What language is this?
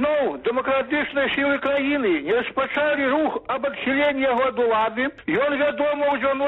Belarusian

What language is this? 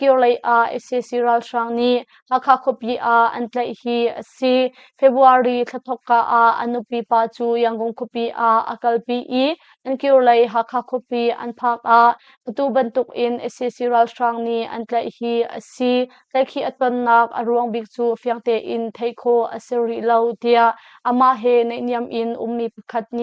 Hakha Chin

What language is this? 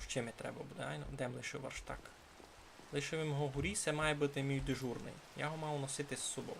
Rusyn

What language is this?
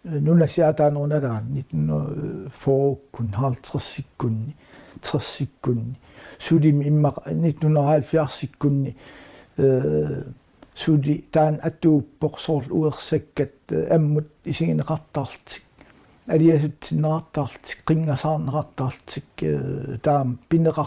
Kalaallisut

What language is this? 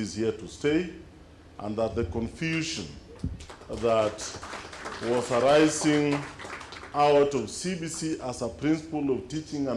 Kamba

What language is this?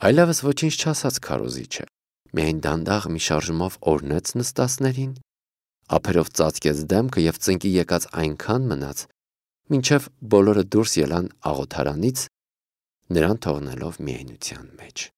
Armenian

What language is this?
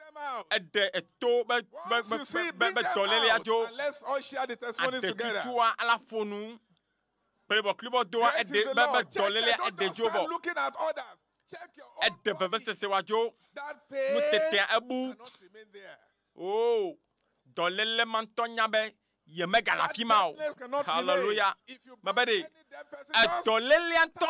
Ewe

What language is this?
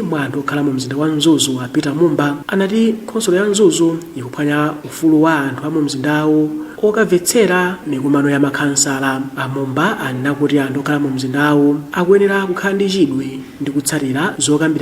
Nyanja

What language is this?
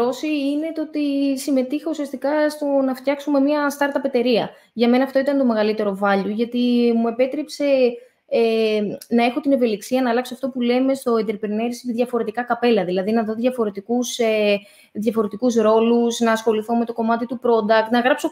Greek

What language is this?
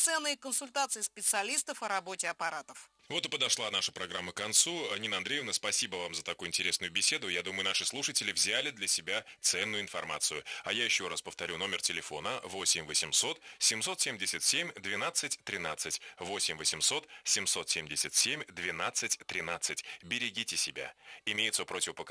Russian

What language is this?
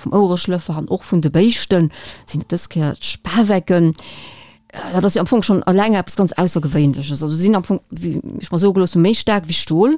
Luxembourgish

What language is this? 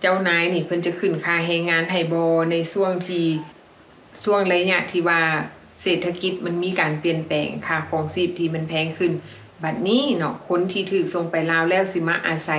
Lao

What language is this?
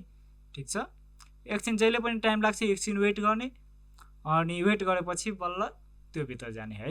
Nepali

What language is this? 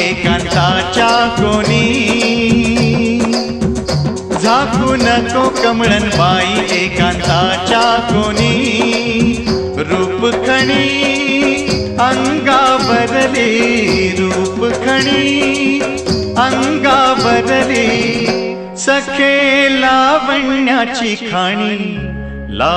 Marathi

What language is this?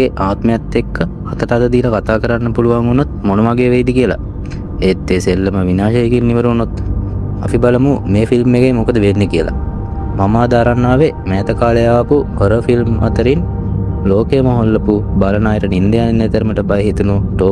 Sinhala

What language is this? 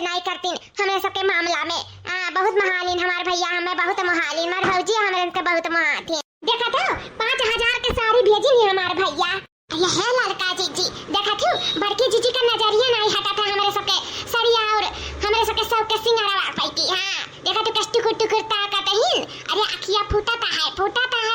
Awadhi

